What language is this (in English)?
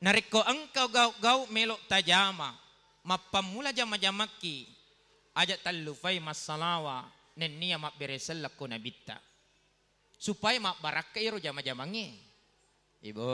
Buginese